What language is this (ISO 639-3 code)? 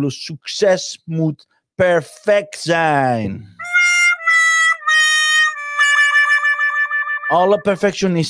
nld